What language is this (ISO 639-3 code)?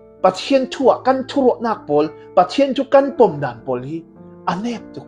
cfm